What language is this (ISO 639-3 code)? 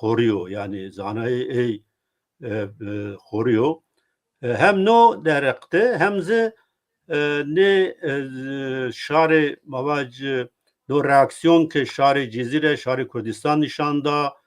zza